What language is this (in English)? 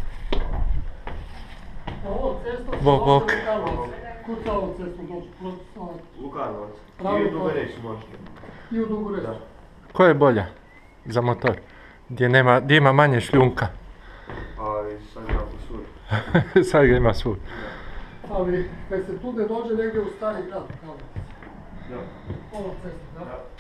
Croatian